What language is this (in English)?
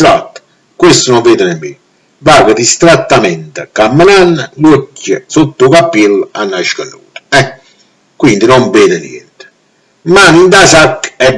Neapolitan